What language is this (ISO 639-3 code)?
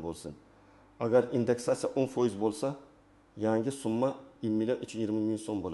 uzb